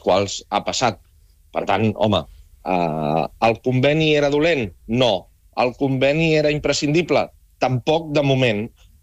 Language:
Catalan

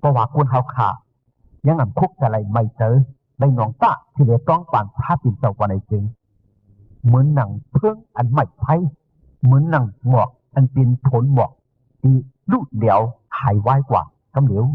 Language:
Shan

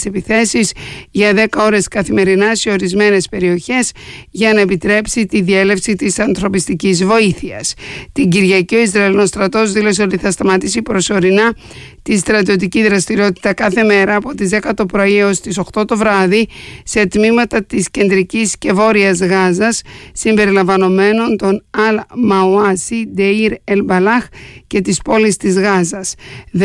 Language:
Greek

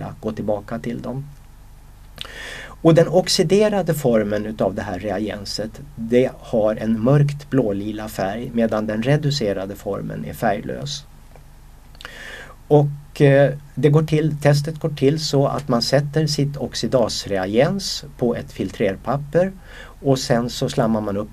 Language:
Swedish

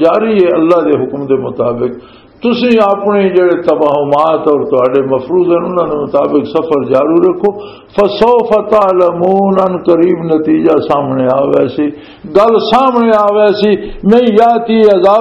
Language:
Western Panjabi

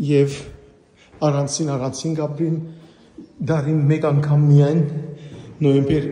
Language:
Western Armenian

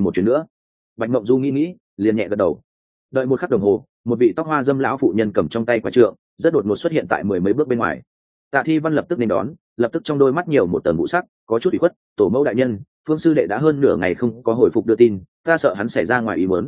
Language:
Vietnamese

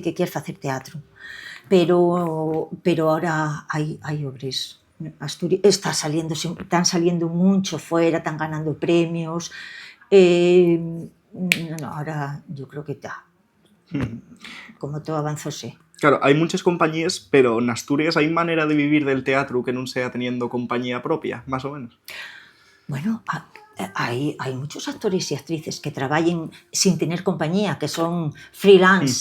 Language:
Asturian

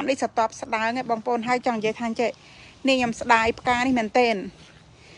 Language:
Khmer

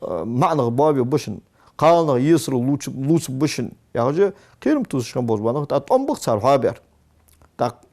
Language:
Ingush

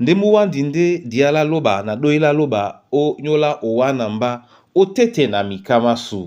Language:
Duala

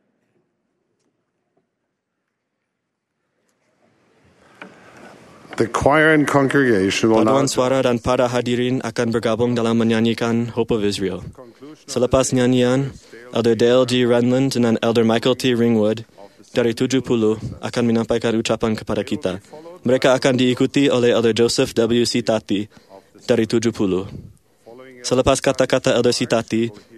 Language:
Malay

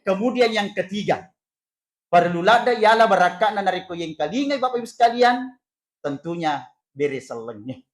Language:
Buginese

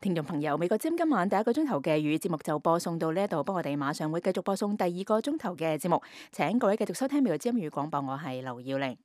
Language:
Cantonese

